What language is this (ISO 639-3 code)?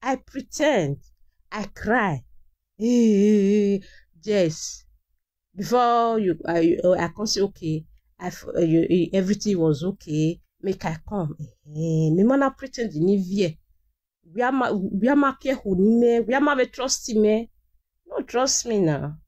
pcm